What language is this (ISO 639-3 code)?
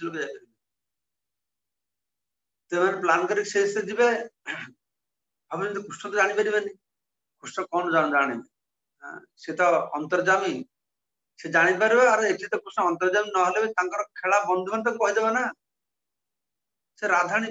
ori